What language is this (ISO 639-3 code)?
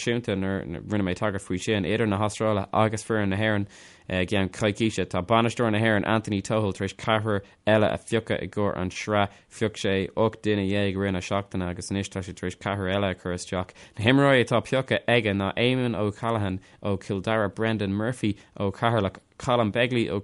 gle